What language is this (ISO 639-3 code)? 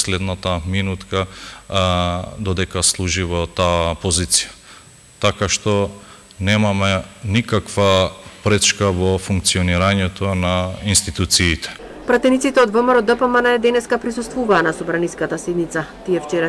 mkd